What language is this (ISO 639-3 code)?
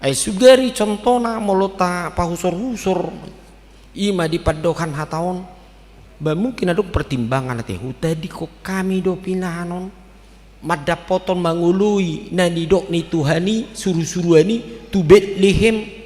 bbc